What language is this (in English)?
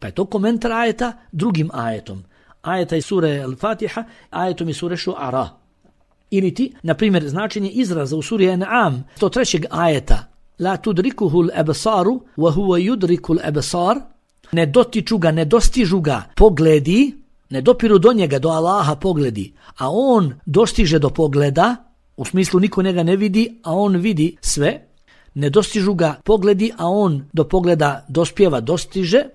Bosnian